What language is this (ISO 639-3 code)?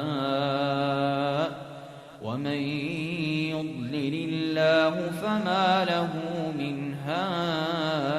pus